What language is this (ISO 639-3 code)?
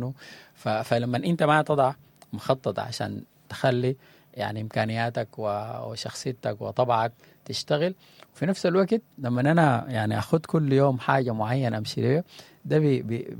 apd